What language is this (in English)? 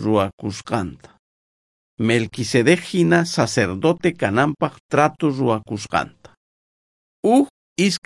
South Bolivian Quechua